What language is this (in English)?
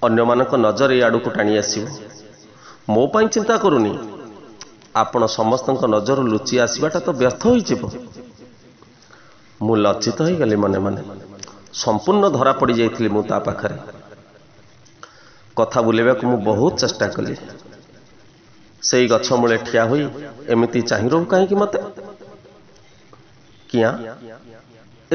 Odia